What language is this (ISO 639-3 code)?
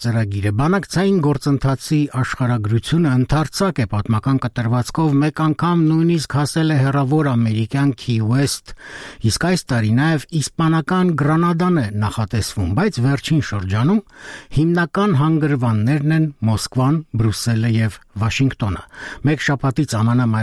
hye